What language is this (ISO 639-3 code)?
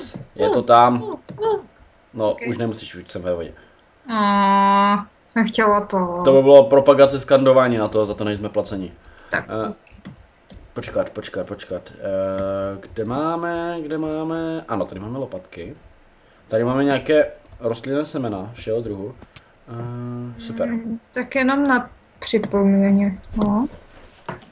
ces